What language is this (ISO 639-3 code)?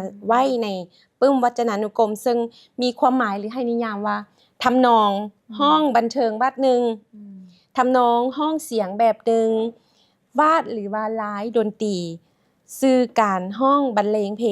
lao